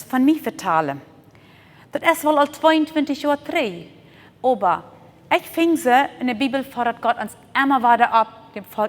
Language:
Plautdietsch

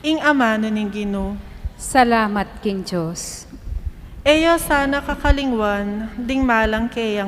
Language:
Pampanga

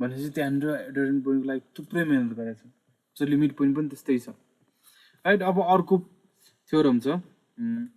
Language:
Nepali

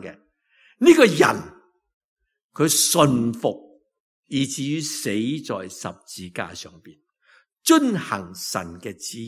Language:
Cantonese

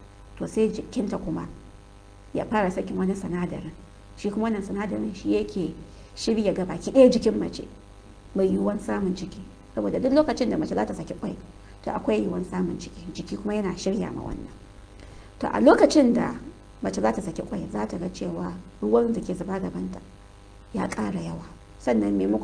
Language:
Hausa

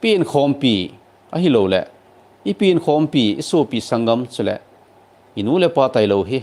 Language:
Thado Chin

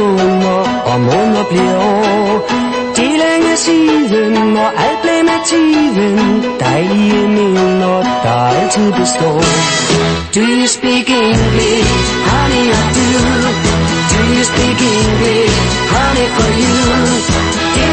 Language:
Danish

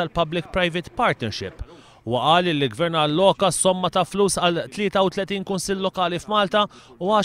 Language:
Maltese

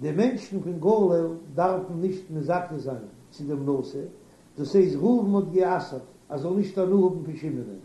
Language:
Yiddish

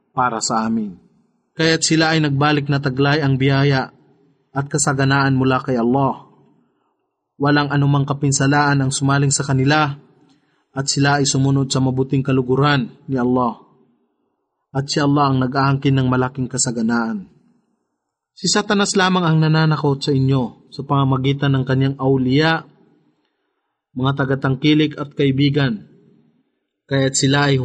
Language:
Filipino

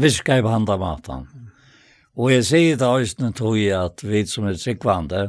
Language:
Faroese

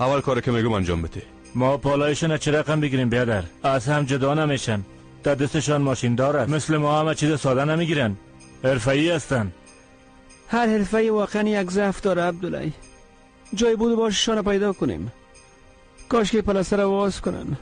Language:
Persian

